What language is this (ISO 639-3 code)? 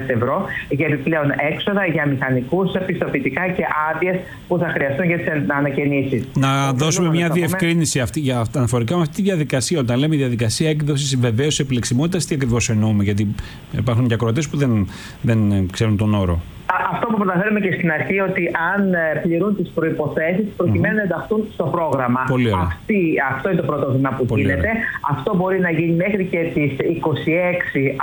ell